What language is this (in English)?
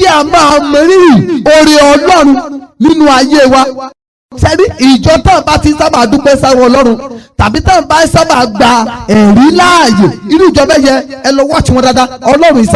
Yoruba